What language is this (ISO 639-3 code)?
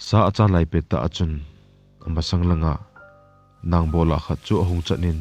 tcz